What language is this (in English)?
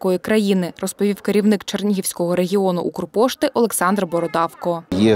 Ukrainian